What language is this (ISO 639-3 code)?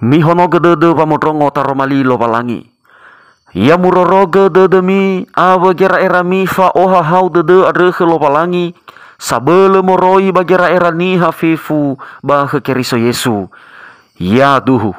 nia